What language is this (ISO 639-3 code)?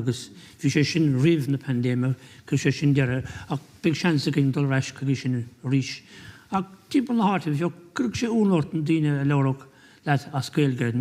gle